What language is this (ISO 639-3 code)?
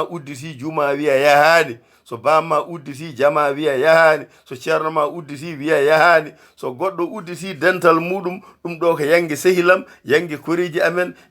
ful